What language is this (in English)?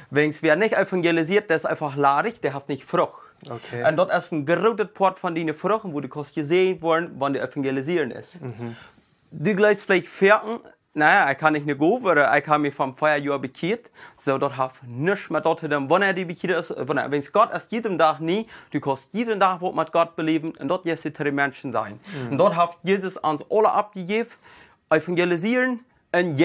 Plautdietsch